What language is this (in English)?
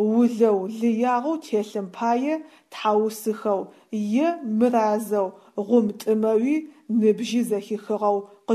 Adyghe